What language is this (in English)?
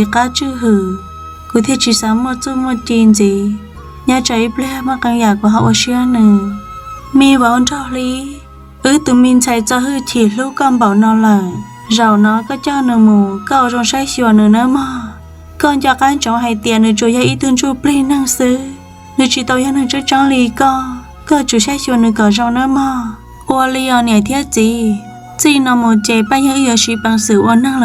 Hmong